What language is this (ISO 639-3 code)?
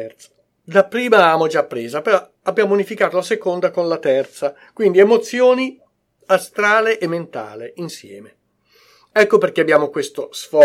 ita